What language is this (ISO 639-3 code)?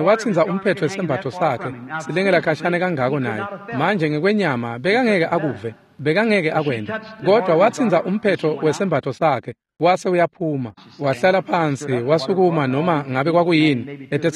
ssw